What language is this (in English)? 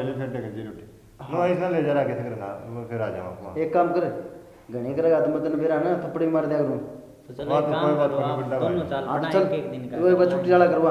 Haryanvi